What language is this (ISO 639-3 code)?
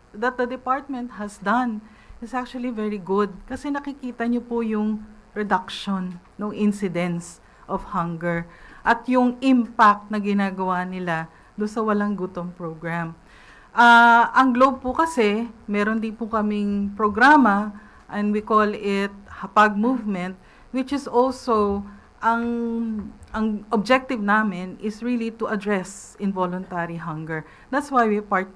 fil